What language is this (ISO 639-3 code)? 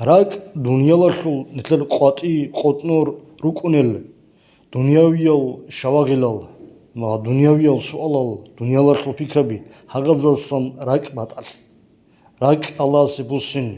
ava